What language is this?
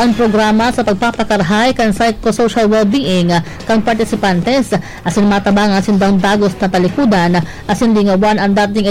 Bikol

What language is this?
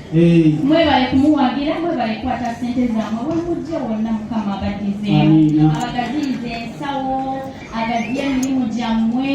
Ganda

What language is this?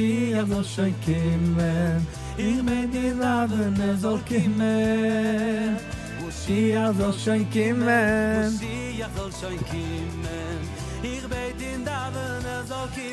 Yiddish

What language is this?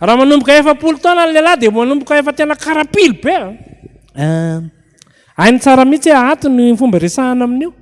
Malagasy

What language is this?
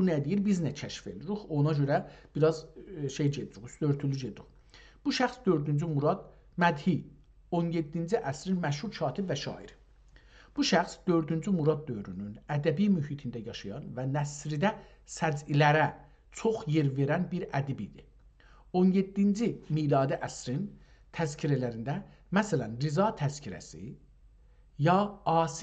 South Azerbaijani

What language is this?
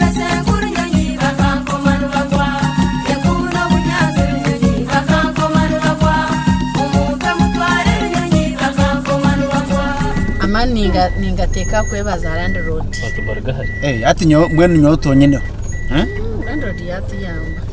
Nyankole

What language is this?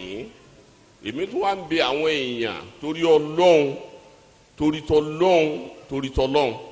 Yoruba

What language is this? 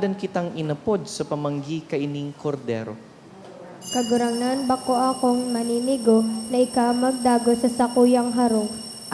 Bikol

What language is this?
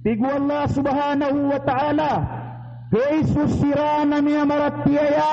Maranao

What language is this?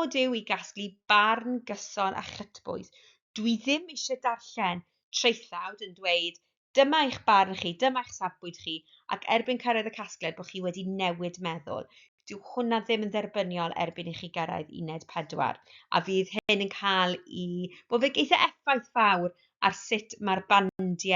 Welsh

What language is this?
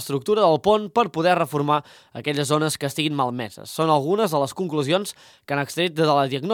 Catalan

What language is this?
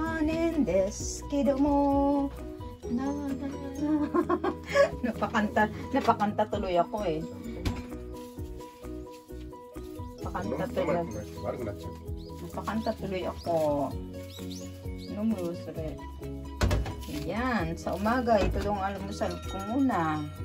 Filipino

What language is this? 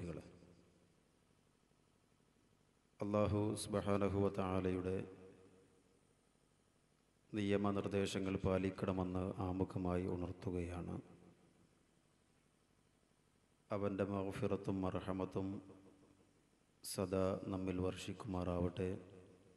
Malayalam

